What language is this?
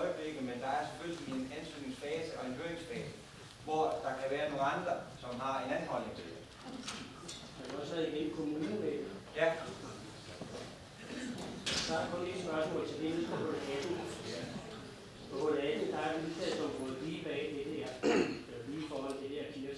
Danish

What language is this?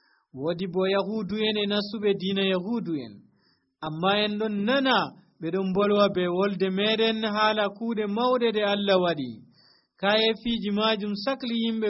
Nigerian Fulfulde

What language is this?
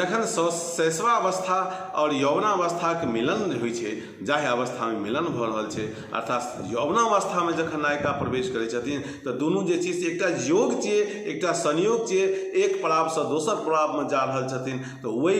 Maithili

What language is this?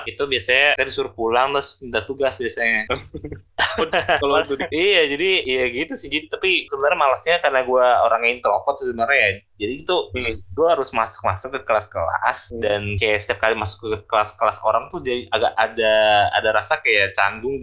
Indonesian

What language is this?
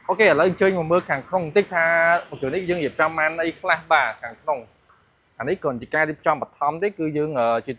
Khmer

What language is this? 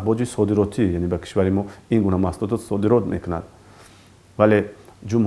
Tajik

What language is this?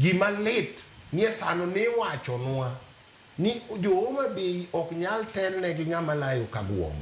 Luo (Kenya and Tanzania)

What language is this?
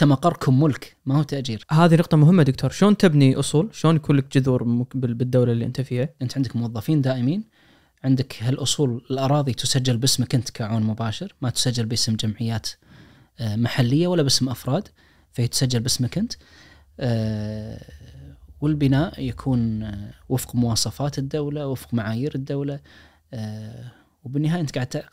Najdi Arabic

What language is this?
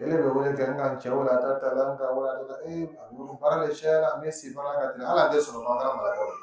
Dyula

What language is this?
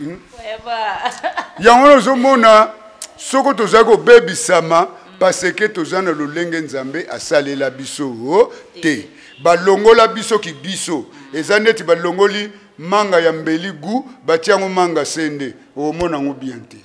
Lingala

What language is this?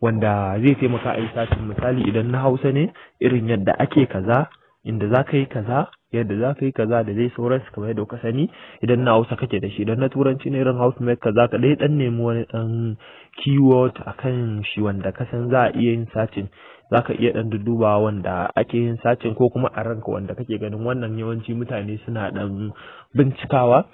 Hausa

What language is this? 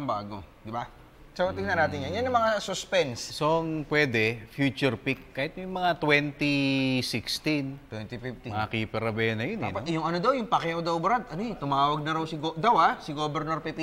Filipino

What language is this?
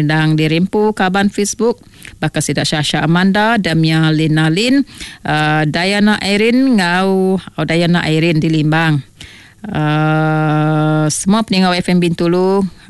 Iban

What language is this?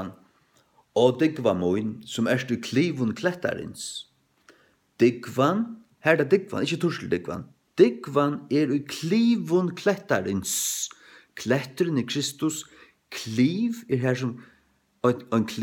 Faroese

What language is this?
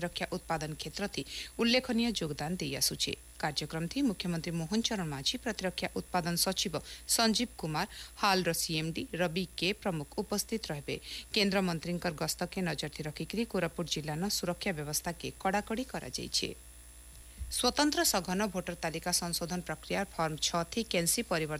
Odia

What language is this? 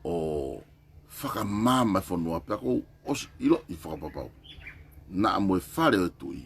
Tongan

